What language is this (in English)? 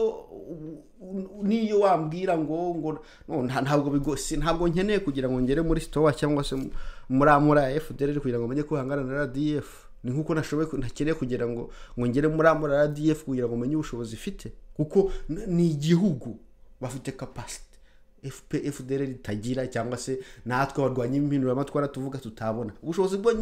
Kinyarwanda